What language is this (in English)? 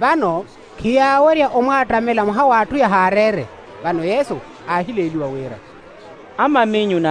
Makhuwa